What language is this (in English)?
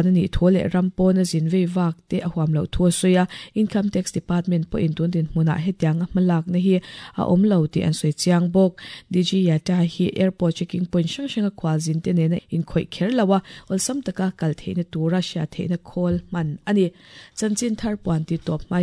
Mizo